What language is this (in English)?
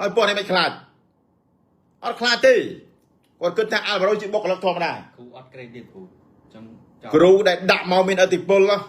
Khmer